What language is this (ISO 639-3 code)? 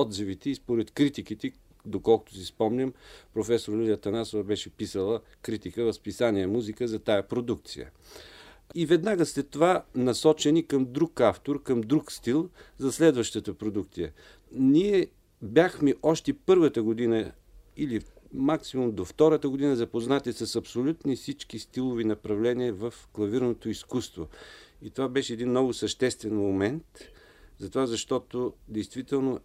bul